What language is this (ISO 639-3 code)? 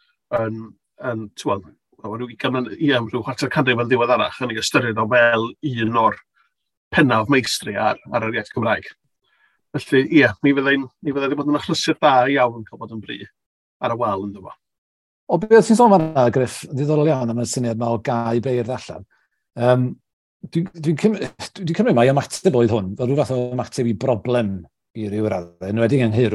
cym